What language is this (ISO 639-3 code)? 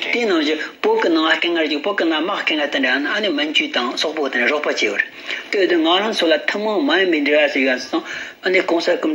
bod